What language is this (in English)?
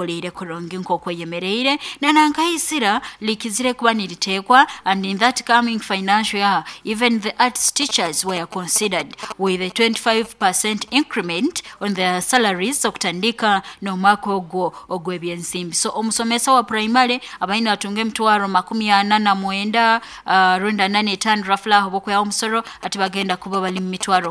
Nyoro